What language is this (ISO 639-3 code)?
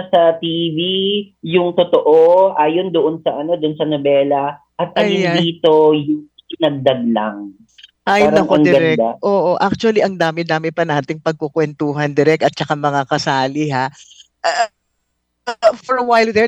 fil